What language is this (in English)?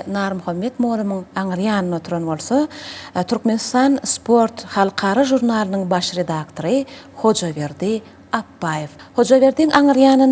Turkmen